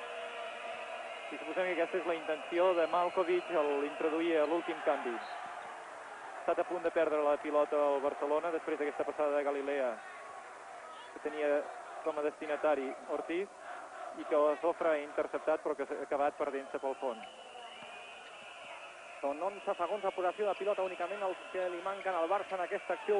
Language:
Catalan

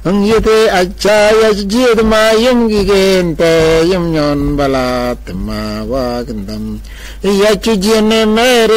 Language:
Mabaan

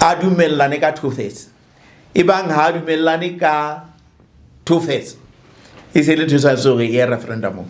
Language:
Southern Sotho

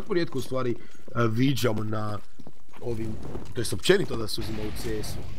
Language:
Croatian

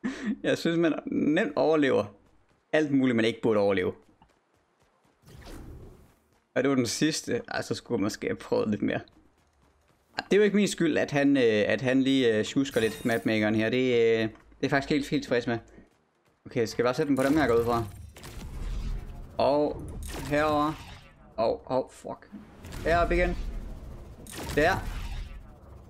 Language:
Danish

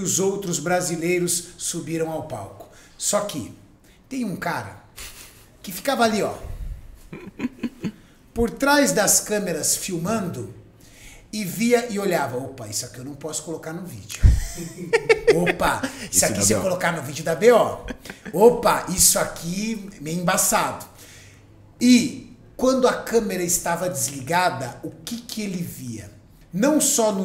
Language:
Portuguese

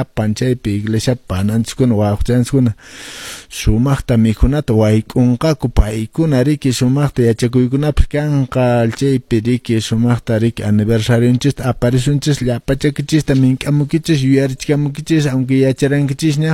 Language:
Quechua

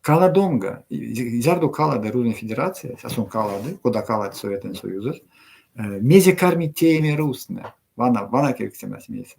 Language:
Erzya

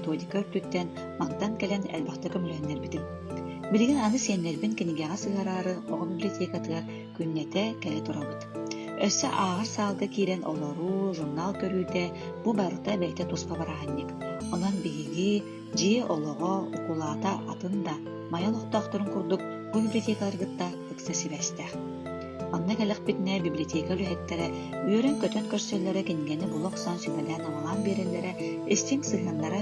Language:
Yakut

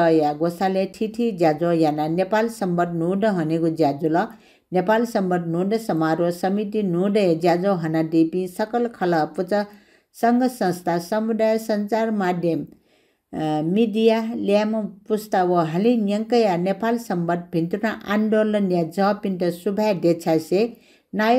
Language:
Newari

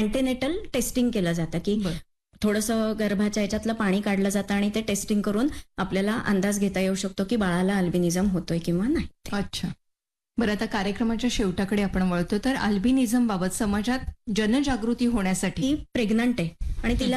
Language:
Marathi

